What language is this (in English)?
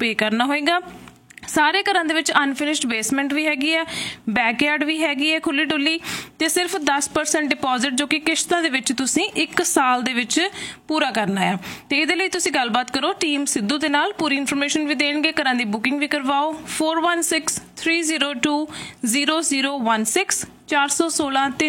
Punjabi